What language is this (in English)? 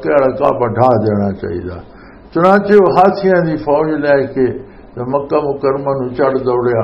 Western Panjabi